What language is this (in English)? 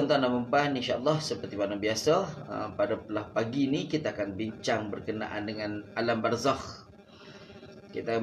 Malay